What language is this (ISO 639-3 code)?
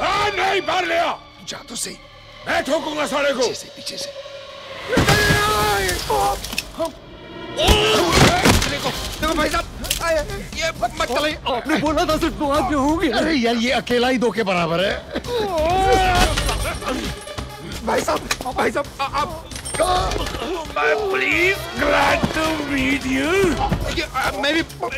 hin